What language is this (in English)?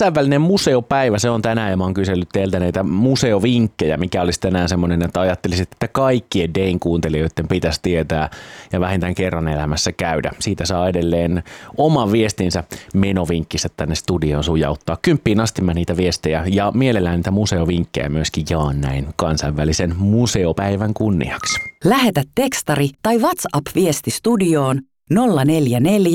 Finnish